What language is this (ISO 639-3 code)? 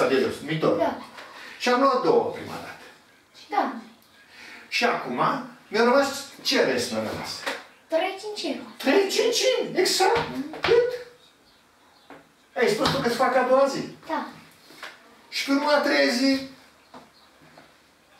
ron